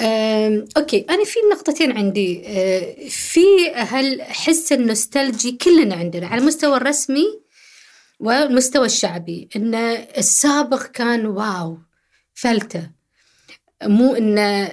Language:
Gulf Arabic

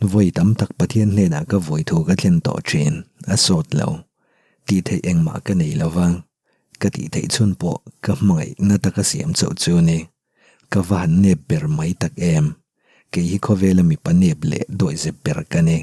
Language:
Mizo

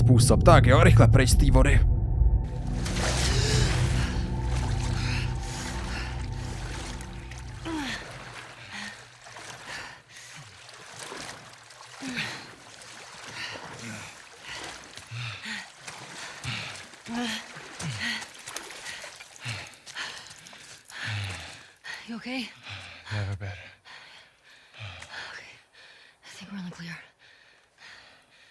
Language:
Czech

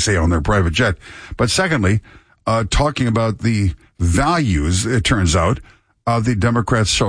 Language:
English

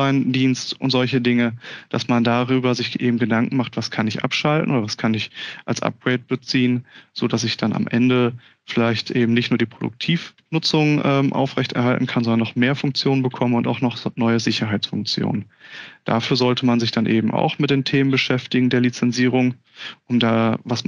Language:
German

